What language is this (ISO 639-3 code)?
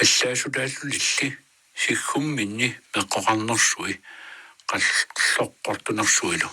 kal